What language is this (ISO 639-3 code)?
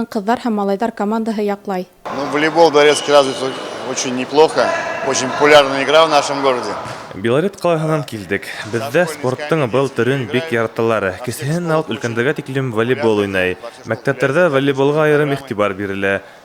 bak